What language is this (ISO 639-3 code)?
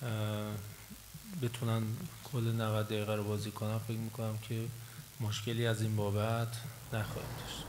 tgk